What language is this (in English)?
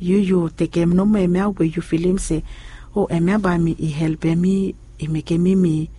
Bislama